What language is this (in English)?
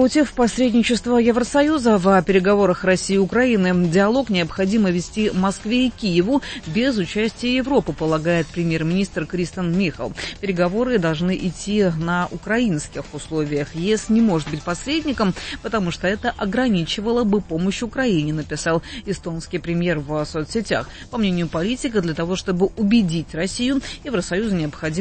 Russian